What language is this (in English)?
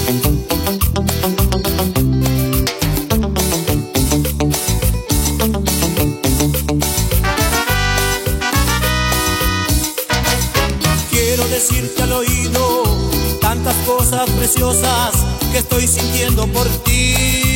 Spanish